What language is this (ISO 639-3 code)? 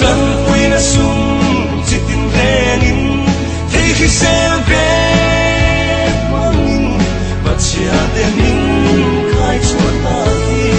lus